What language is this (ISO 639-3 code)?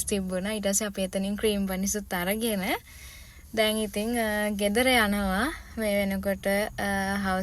sin